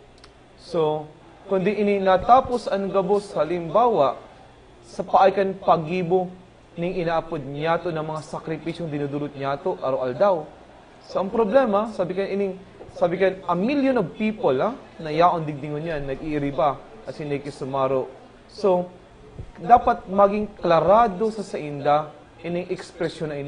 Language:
Bikol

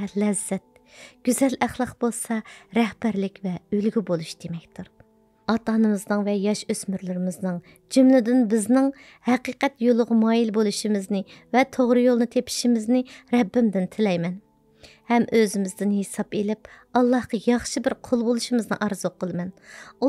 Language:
Uyghur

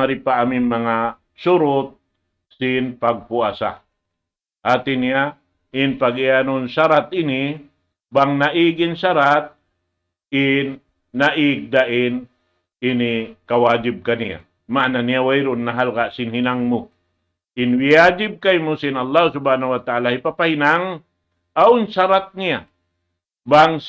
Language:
Tausug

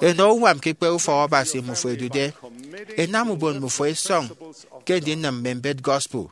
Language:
Efik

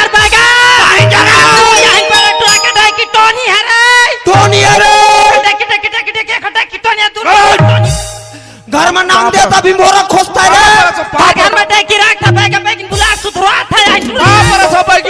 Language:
Chhattisgarhi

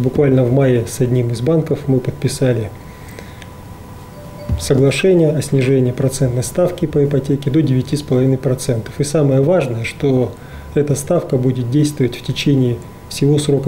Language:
Russian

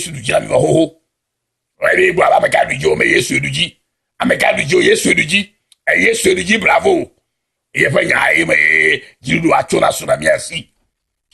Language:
Ewe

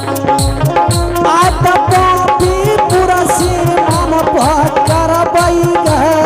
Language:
Angika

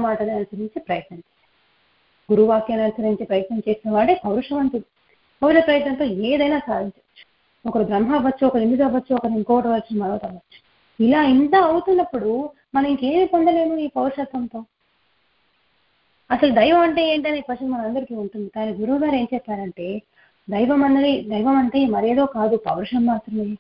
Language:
Telugu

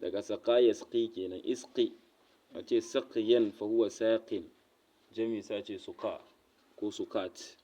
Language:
Hausa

